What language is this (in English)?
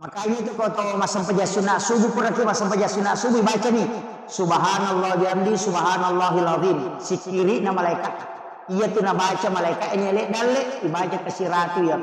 Buginese